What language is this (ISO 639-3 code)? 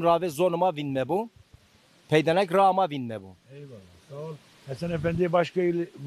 zza